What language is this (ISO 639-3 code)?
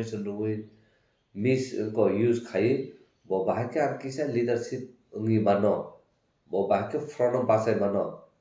trp